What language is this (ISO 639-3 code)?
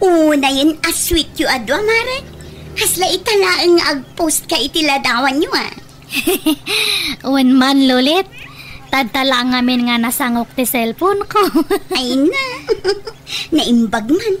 ilo